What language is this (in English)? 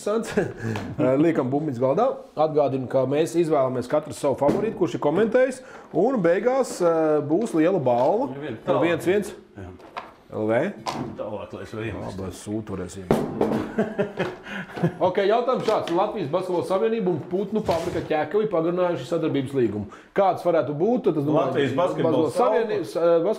Latvian